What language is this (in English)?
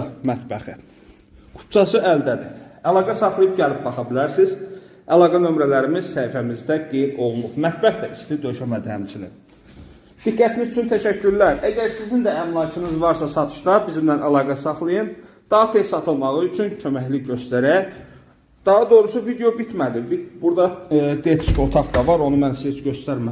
Azerbaijani